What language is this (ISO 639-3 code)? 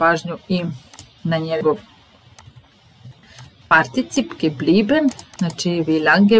srp